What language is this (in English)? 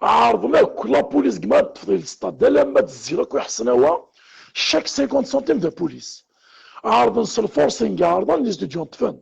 Kabyle